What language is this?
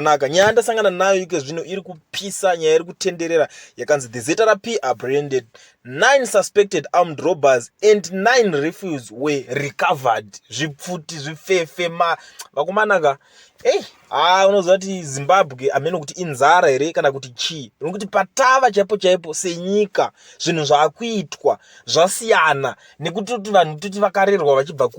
Shona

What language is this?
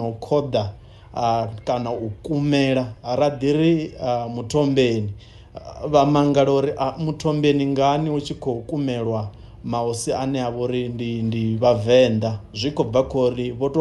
Venda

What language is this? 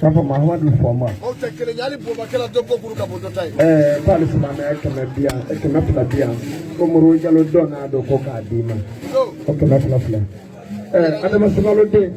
Bambara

